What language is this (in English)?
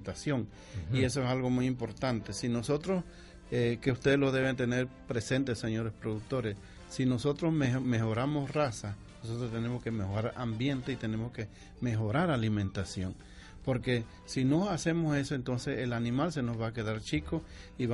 Spanish